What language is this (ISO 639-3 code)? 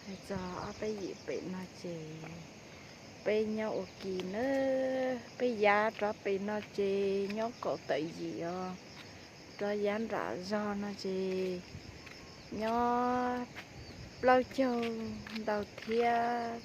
hmn